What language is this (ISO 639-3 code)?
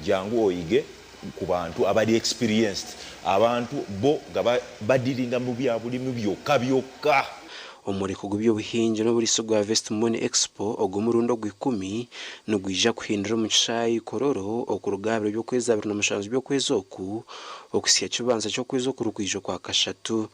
nyn